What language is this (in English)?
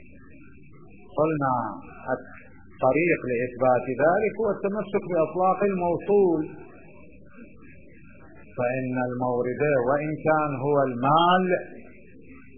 Arabic